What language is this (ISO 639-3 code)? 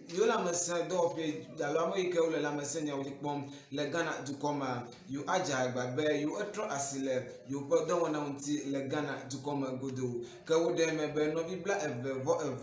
ewe